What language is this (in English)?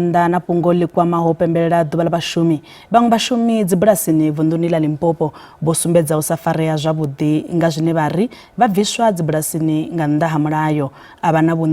Venda